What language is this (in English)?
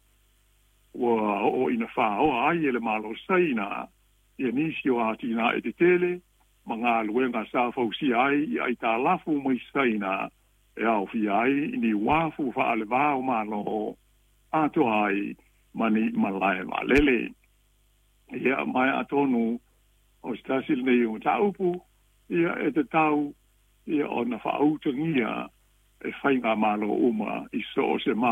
Samoan